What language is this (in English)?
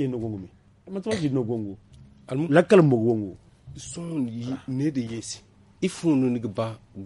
Zarma